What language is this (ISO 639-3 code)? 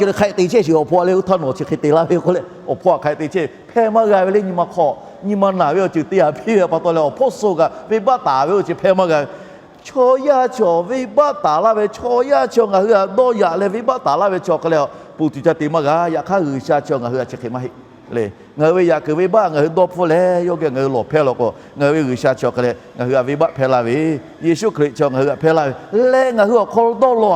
lhu